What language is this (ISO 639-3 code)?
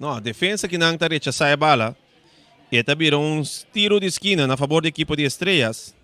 pap